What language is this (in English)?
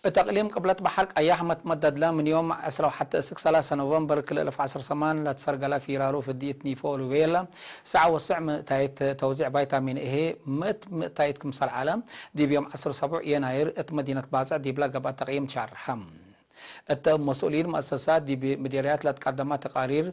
Tigre